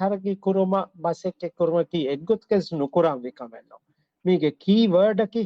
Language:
Divehi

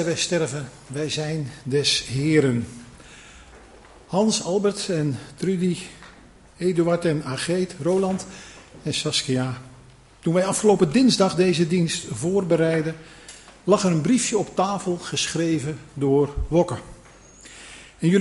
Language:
Dutch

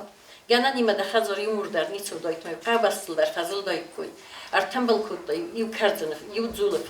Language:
Ossetic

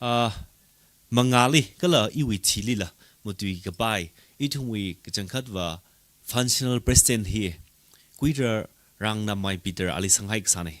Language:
Tangkhul Naga (India)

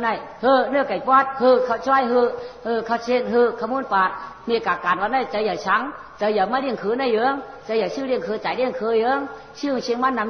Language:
Shan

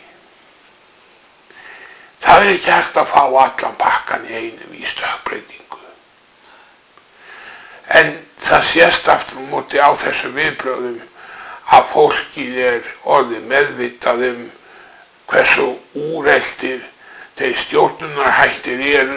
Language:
Icelandic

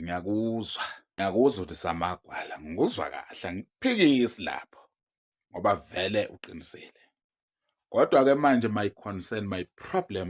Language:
Zulu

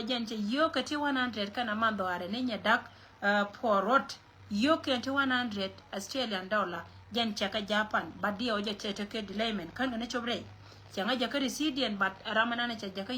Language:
Nuer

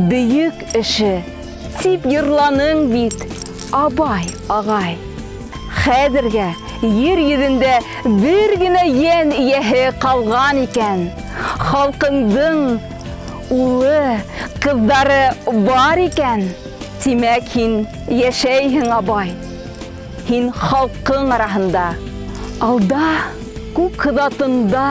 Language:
Bashkir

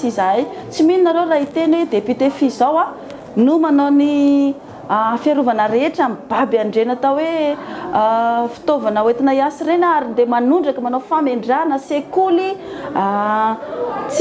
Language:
Malagasy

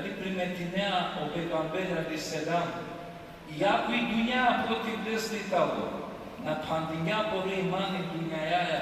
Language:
Balkan Romani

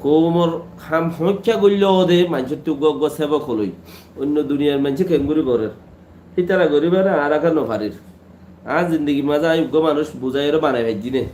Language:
Rohingya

